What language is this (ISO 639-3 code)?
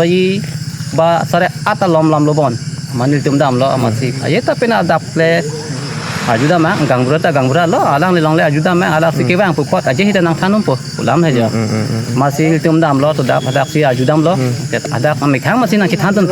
mjw